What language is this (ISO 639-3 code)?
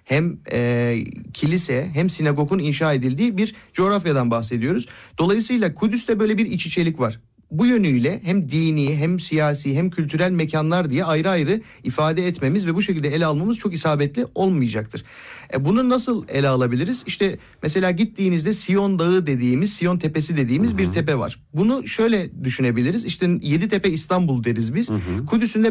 tur